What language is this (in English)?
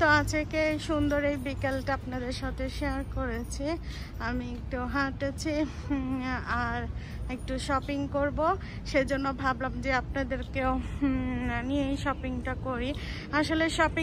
Bangla